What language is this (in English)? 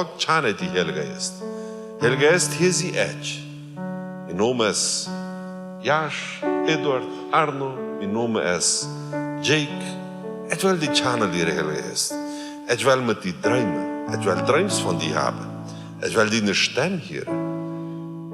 Plautdietsch